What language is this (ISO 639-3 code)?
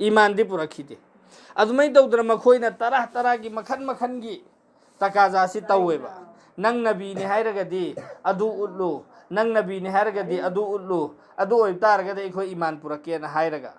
mni